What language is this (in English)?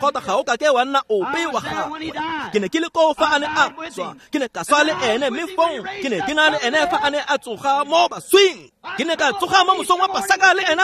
Tswana